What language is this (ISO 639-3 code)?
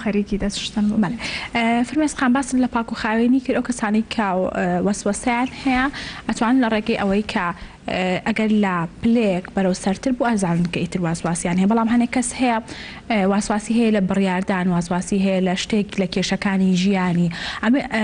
ckb